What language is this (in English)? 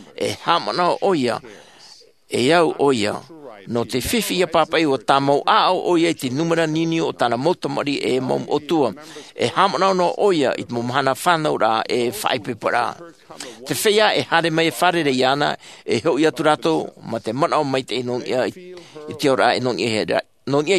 Tahitian